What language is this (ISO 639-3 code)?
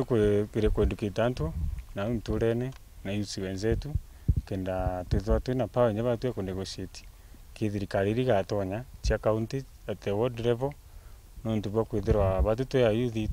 mer